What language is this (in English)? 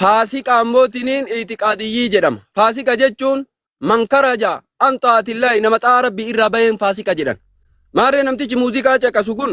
Oromo